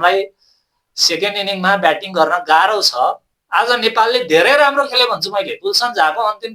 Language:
Nepali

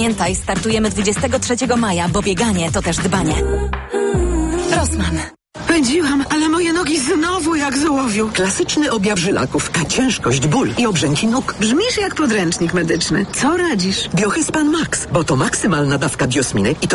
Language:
Polish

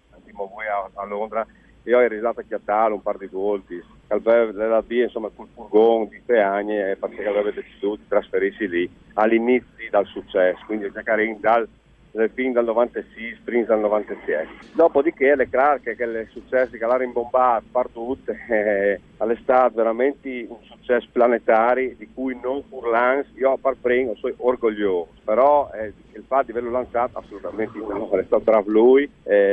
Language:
Friulian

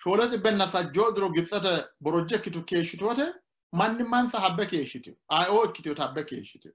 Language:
Sidamo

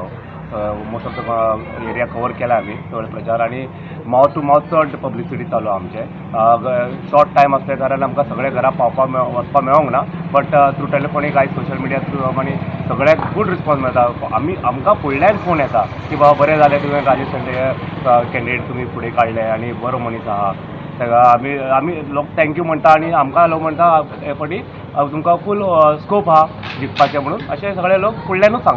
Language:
Konkani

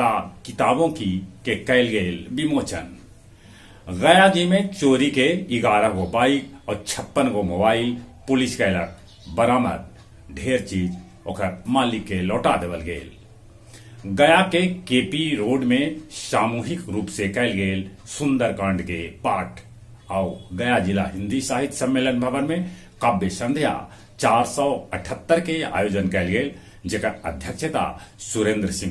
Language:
Magahi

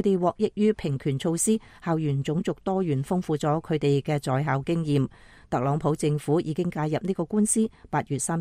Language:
Cantonese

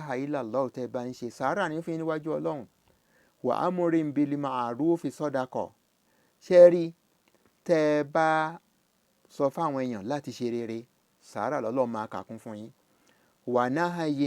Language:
Yoruba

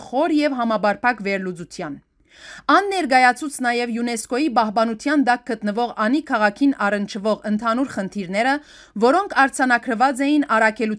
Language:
Western Armenian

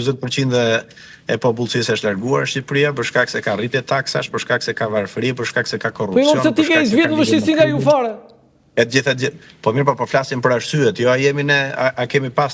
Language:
Albanian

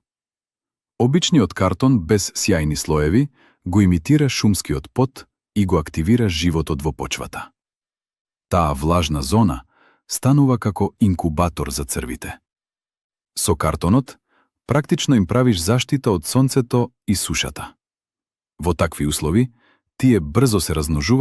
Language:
Macedonian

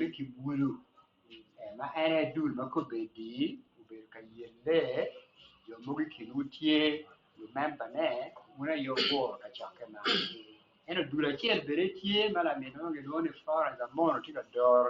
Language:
Acoli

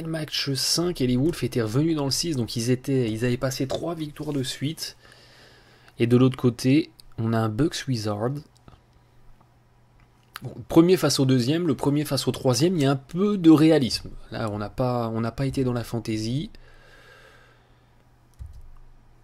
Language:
French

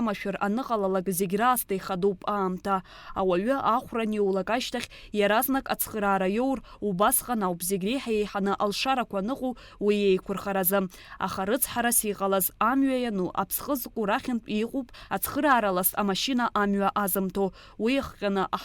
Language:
Abkhazian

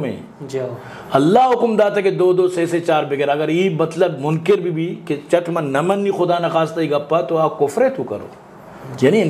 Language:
Eastern Balochi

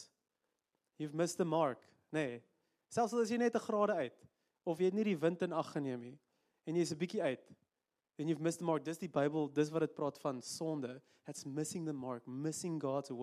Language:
Afrikaans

